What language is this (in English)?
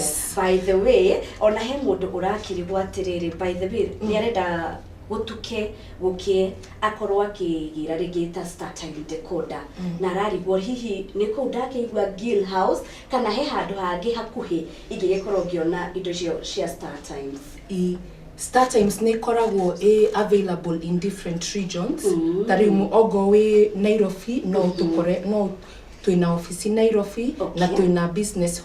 Kikuyu